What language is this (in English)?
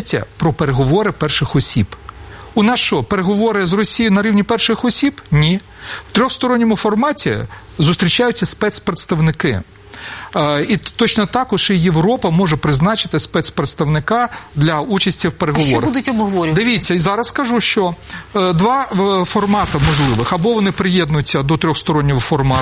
Ukrainian